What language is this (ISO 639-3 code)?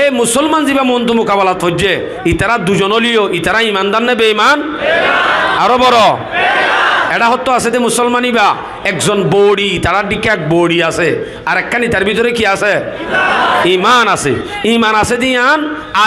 rhg